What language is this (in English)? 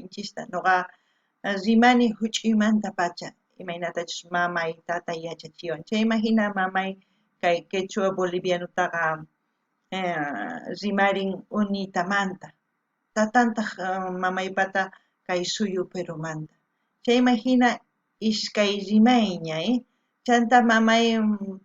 South Bolivian Quechua